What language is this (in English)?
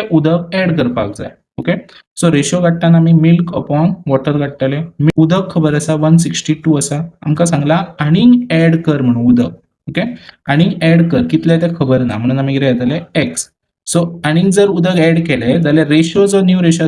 Konkani